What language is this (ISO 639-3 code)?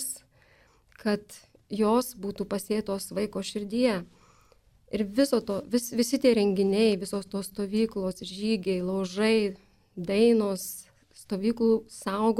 lit